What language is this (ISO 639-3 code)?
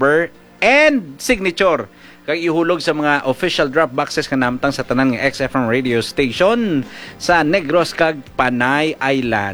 hil